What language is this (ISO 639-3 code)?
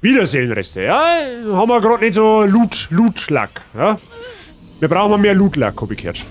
bar